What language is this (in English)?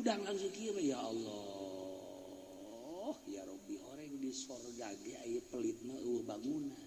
Sundanese